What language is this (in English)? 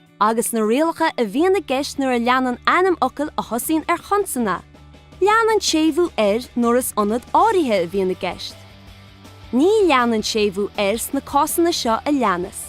Irish